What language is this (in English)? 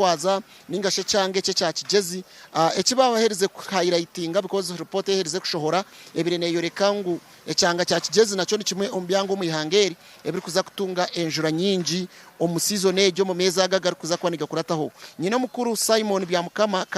Nyankole